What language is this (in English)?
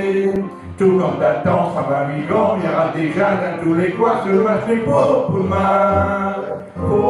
Picard